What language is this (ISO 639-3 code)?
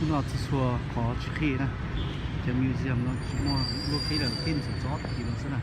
hmn